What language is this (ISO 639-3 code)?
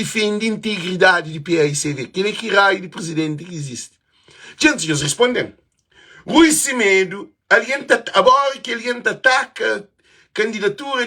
kea